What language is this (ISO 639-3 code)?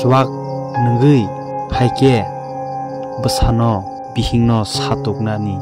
trp